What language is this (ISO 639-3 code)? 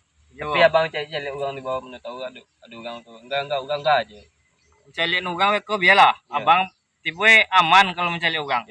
min